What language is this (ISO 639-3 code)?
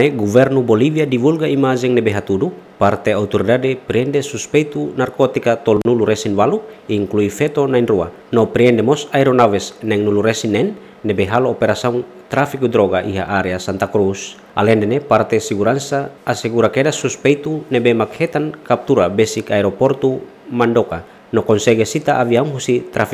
tet